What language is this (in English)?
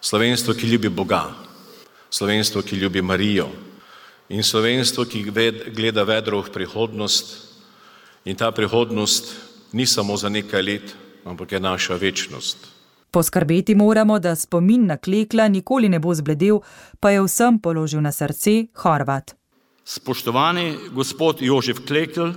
Slovenian